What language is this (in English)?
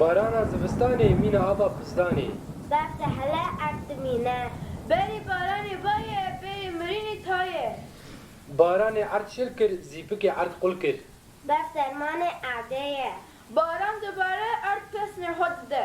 Kurdish